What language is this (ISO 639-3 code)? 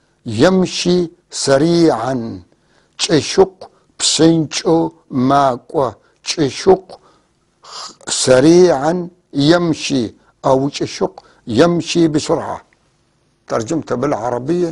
apc